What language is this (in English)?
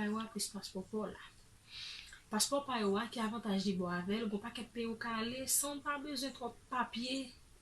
Haitian Creole